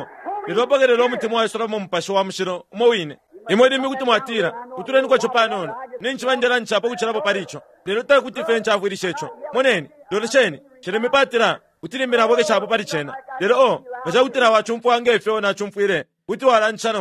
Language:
Bemba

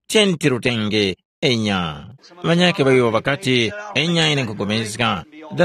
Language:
Tumbuka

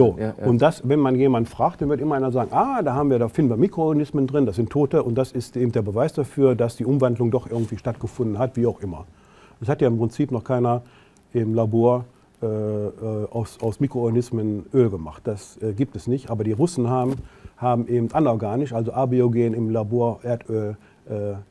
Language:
German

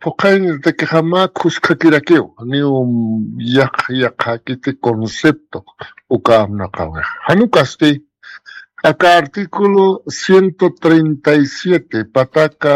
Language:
Aymara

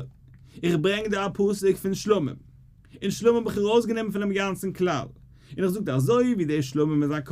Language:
Yiddish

